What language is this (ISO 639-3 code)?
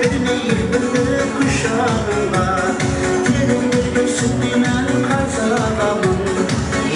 kaa